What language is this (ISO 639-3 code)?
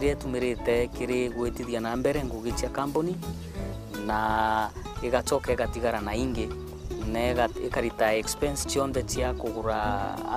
mer